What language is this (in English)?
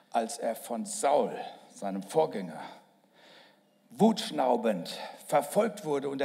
German